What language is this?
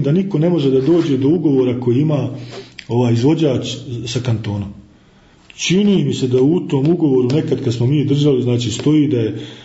Bosnian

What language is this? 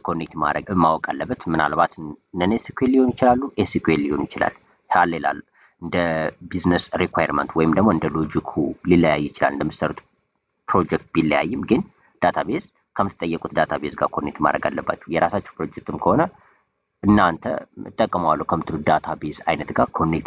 Amharic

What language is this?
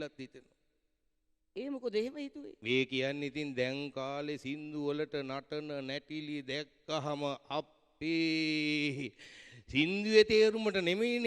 Sinhala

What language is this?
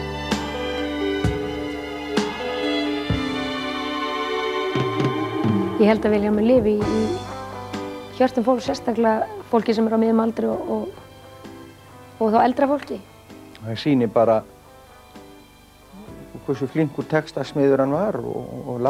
Icelandic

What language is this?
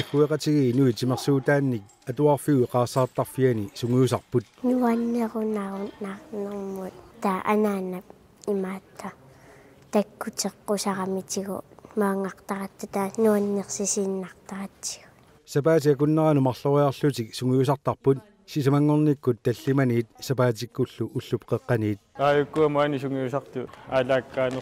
Kalaallisut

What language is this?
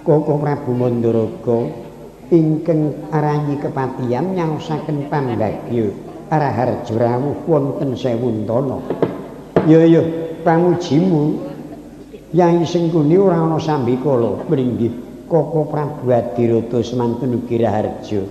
Javanese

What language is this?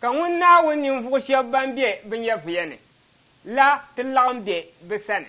Dagbani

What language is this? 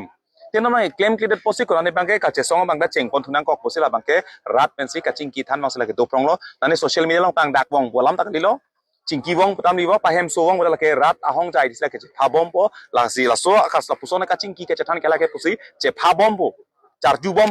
Karbi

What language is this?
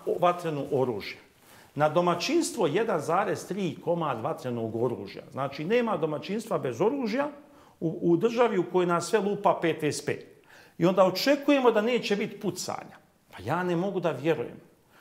Bosnian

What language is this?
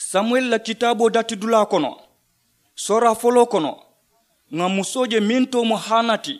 Mandingo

